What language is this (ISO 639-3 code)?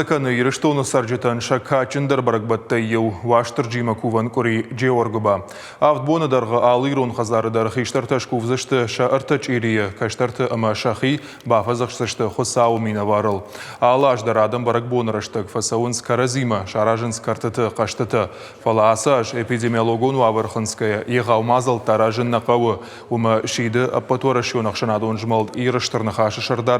oss